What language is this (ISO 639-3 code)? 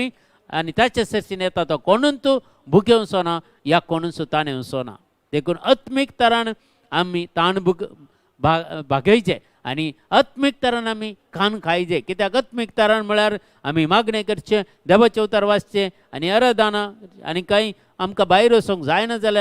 kok